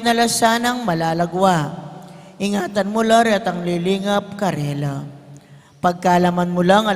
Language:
Pampanga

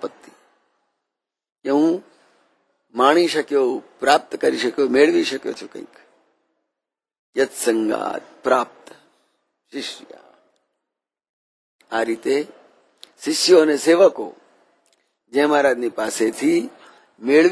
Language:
Gujarati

